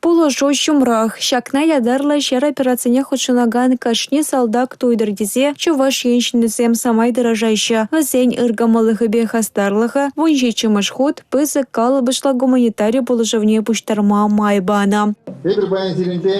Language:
Chuvash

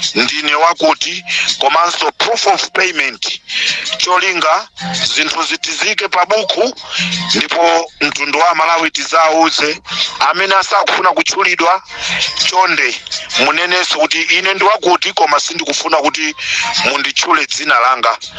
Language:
Nyanja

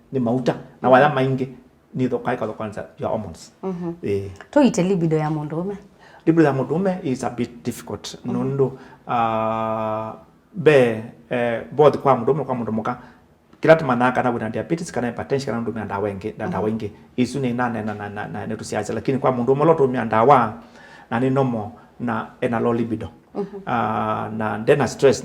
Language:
Kamba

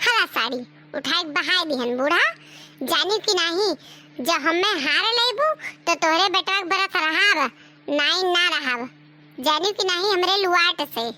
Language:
Awadhi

